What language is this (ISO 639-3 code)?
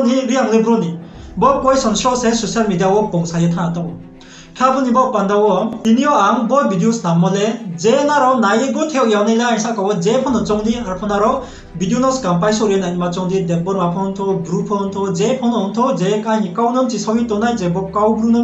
ria